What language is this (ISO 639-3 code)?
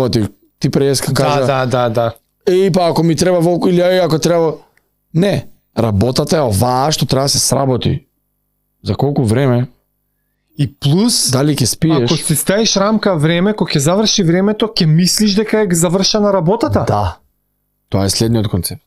mkd